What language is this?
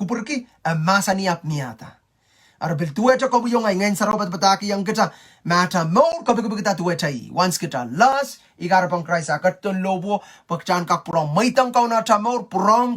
Pohnpeian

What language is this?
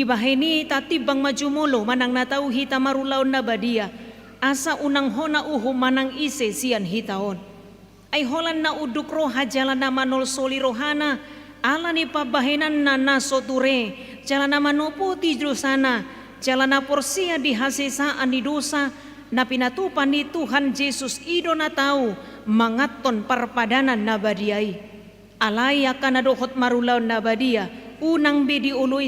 Batak Toba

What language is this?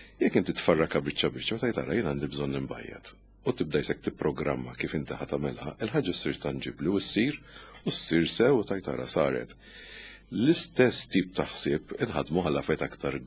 Maltese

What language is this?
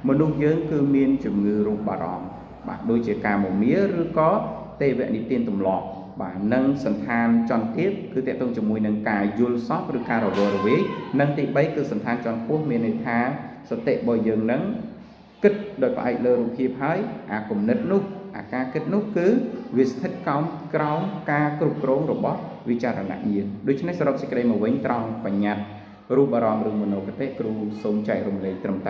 Khmer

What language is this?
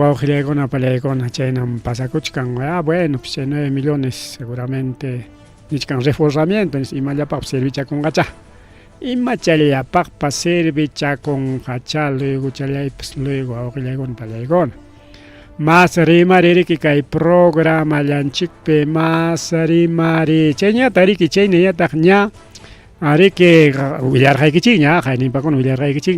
Ayacucho Quechua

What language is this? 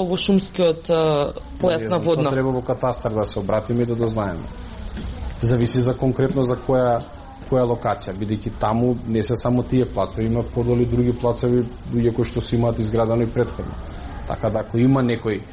Macedonian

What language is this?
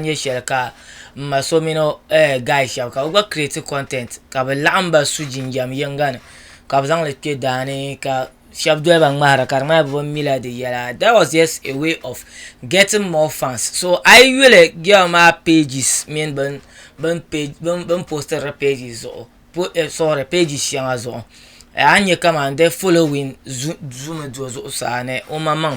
Dagbani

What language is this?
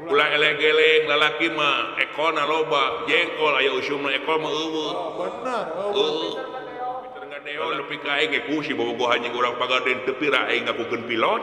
Sundanese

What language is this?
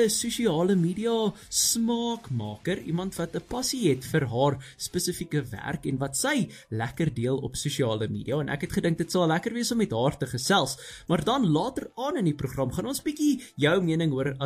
Afrikaans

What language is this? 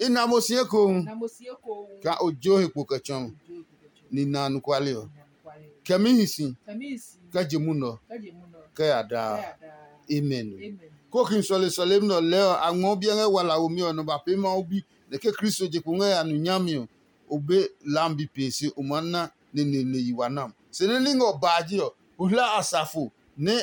Adangme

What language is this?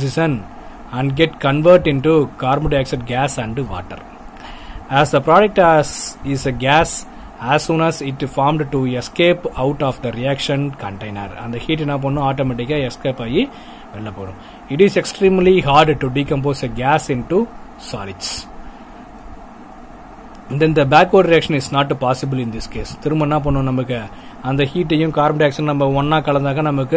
Tamil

